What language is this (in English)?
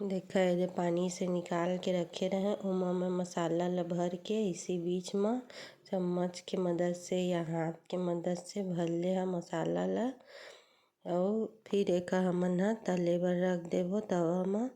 Chhattisgarhi